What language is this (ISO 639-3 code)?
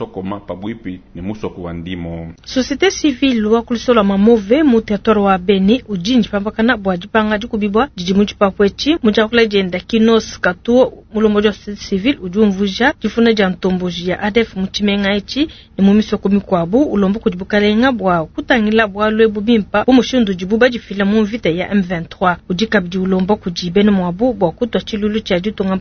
lua